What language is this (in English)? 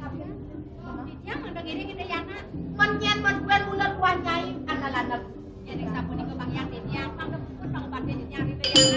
Balinese